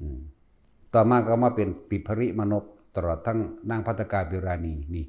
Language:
Northeastern Thai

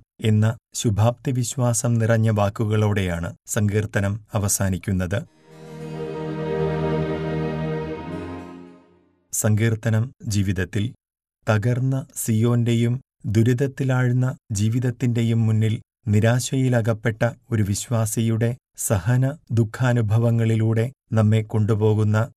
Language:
Malayalam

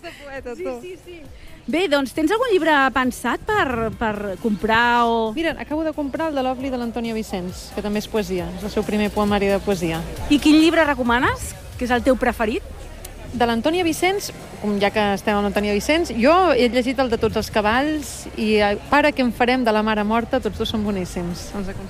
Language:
Catalan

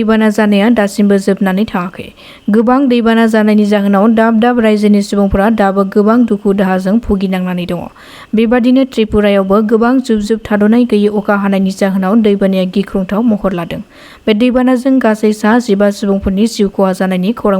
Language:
Bodo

